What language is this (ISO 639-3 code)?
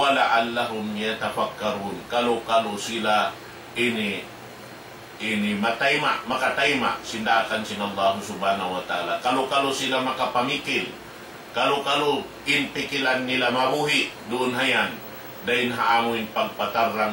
tsg